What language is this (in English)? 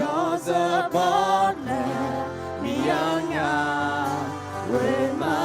Akha